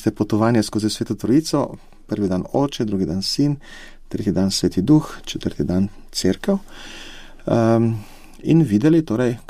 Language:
Slovenian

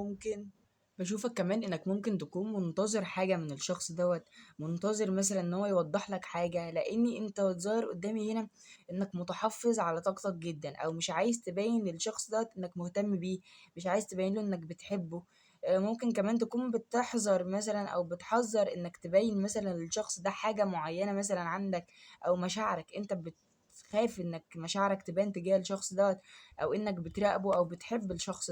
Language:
Egyptian Arabic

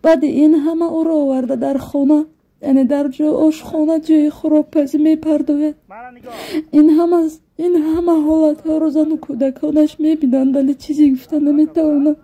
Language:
Tajik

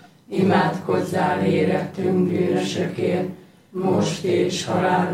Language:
Hungarian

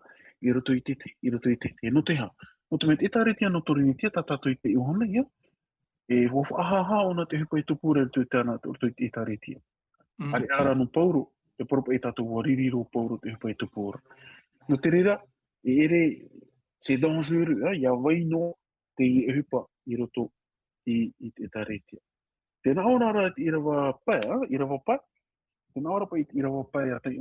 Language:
Tahitian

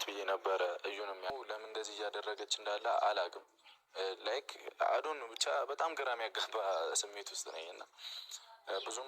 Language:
Amharic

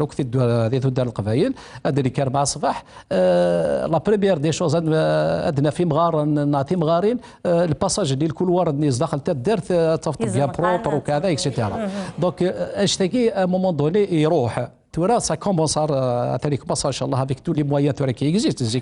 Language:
Kabyle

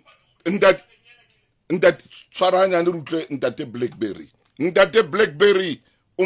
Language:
Southern Sotho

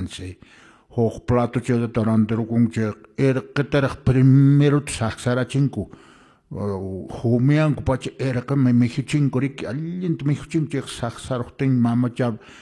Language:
Quechua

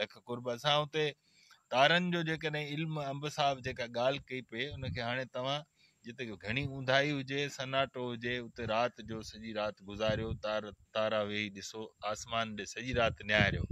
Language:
Sindhi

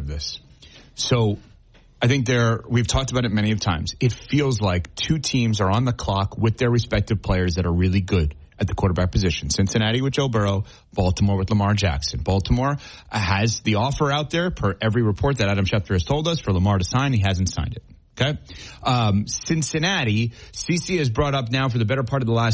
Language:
English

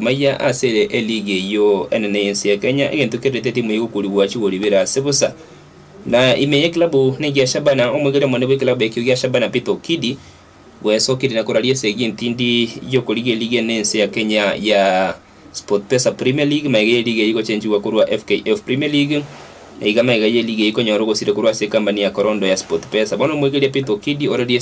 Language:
Gusii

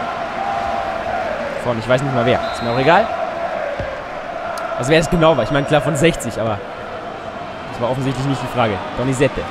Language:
German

